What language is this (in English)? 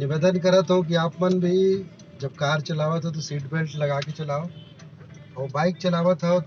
Chhattisgarhi